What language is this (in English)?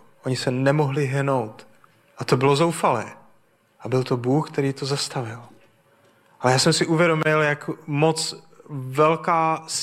Czech